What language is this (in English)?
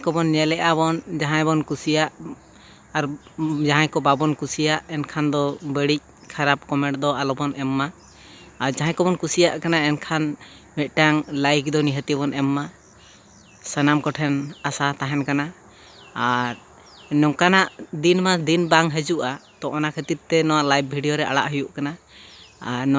Santali